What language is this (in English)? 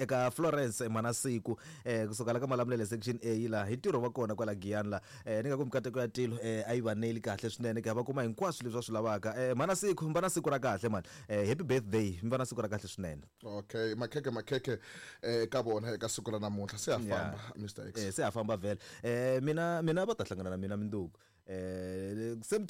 Tsonga